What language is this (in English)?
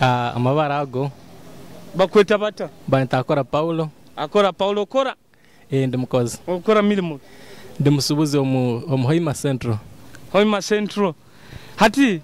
Nyoro